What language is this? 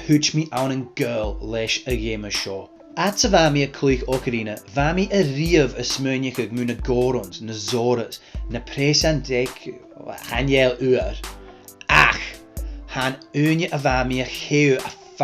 Scottish Gaelic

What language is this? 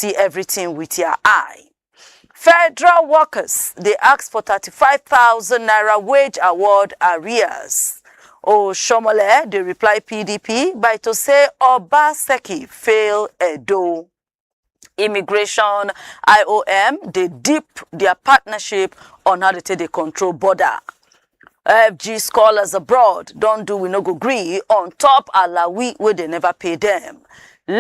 Nigerian Pidgin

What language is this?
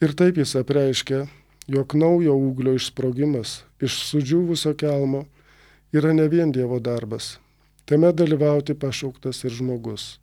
Lithuanian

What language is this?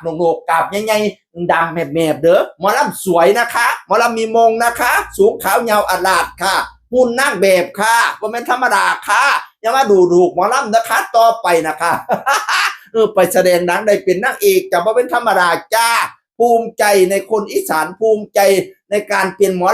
Northeastern Thai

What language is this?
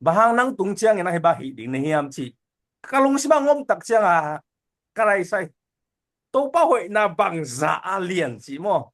Tedim Chin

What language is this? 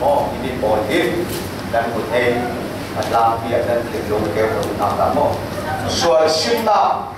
Falam Chin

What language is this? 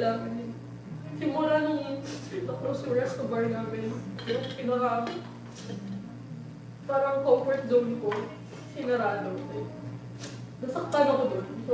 Filipino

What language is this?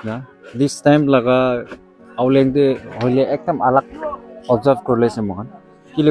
Naga Pidgin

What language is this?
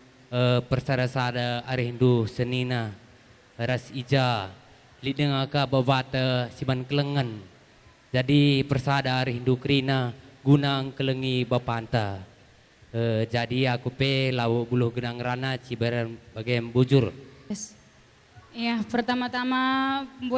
Batak Karo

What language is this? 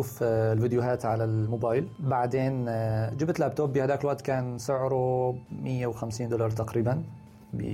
North Levantine Arabic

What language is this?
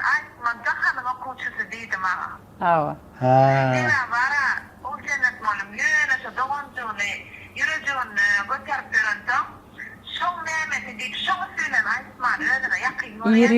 Turkmen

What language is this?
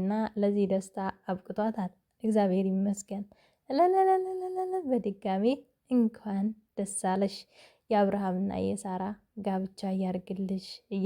Amharic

